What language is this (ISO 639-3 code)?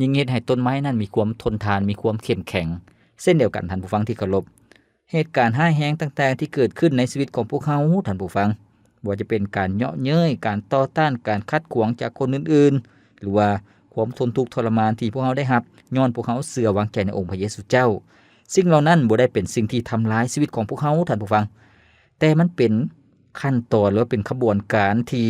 lao